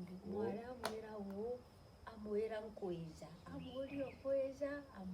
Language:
Meru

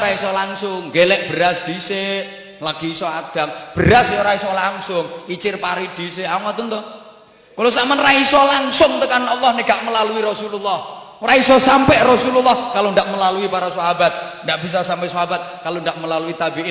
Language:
Javanese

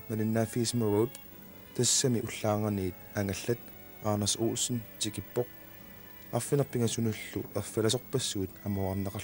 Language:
Kalaallisut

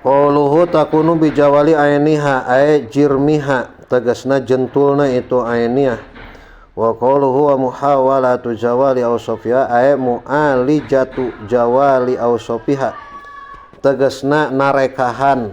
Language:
Sundanese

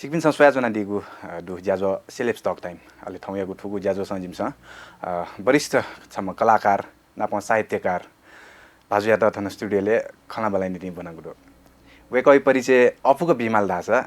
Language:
Newari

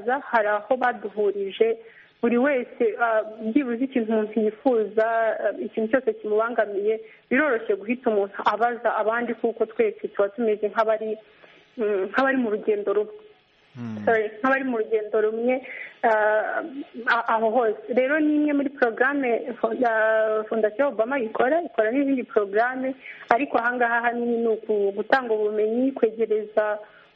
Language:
Kinyarwanda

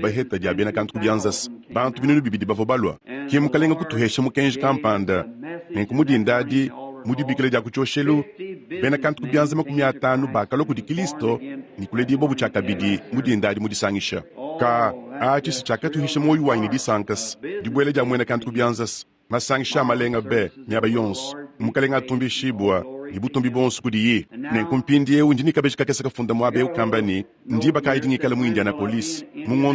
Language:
Luba-Lulua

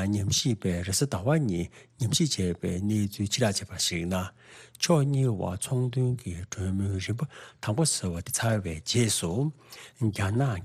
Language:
Tibetan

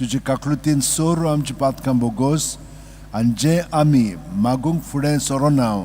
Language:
Konkani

